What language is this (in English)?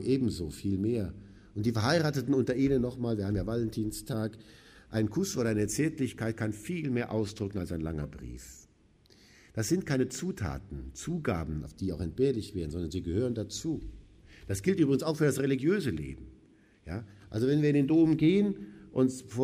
German